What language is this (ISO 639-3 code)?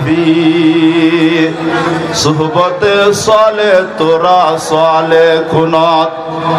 rhg